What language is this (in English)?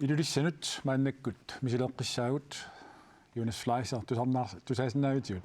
Kalaallisut